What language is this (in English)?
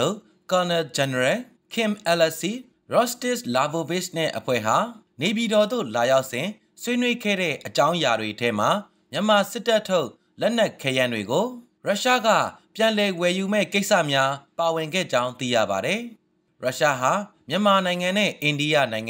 Burmese